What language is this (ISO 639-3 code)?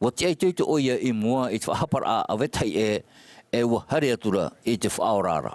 tah